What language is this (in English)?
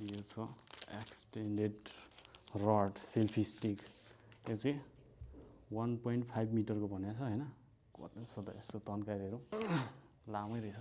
Nepali